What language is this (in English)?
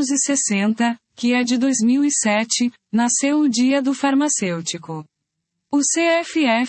Portuguese